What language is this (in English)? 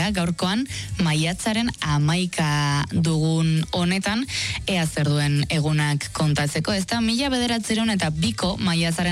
Basque